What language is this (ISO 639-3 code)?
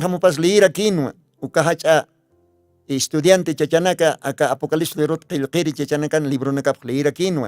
aym